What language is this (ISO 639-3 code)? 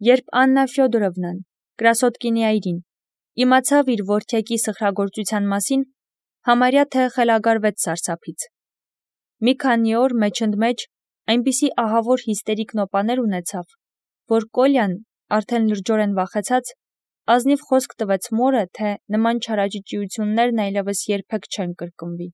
hye